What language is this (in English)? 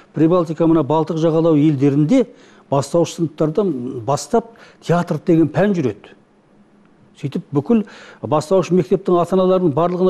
Kazakh